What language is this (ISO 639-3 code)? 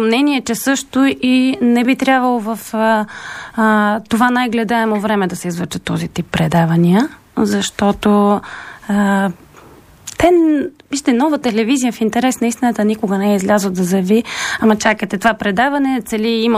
bul